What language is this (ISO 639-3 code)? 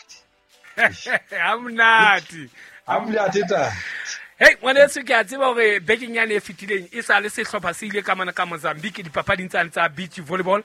sot